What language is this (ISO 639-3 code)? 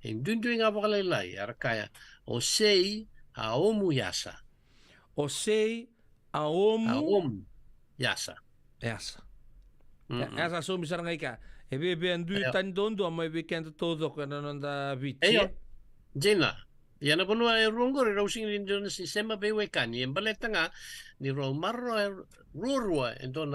fij